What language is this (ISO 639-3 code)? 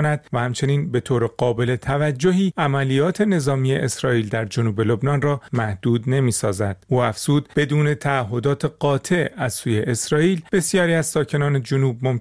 fas